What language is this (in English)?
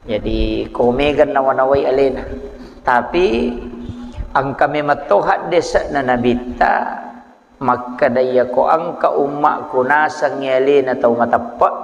Buginese